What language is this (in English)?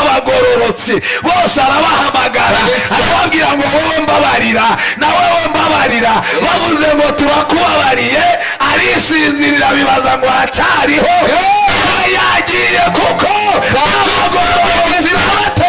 Rundi